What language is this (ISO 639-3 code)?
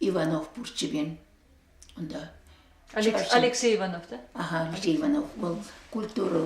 chv